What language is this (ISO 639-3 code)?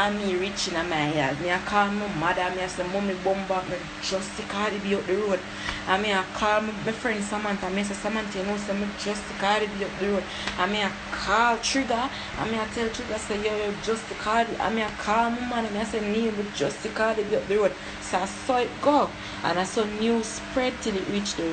jam